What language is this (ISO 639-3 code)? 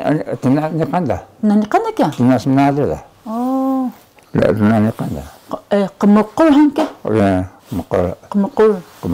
trv